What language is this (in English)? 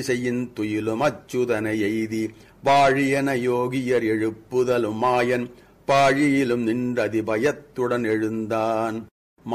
Tamil